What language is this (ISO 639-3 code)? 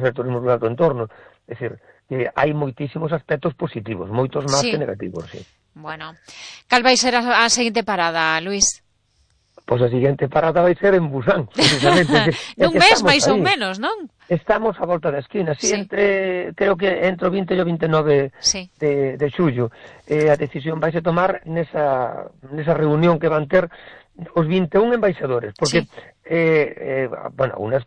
glg